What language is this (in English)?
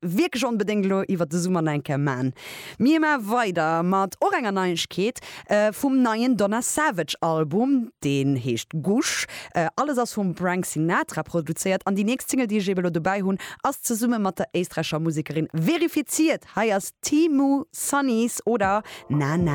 Luxembourgish